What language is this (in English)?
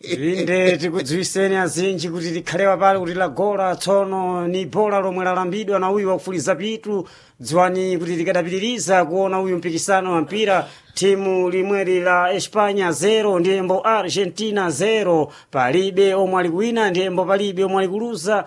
Sena